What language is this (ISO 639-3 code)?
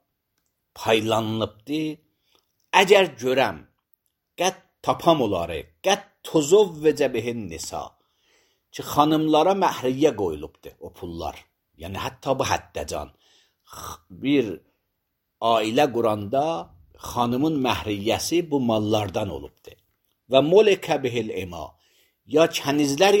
aze